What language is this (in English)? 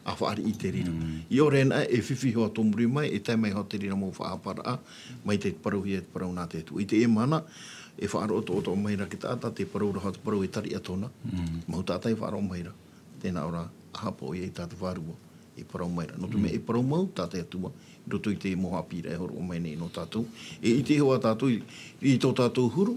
Tahitian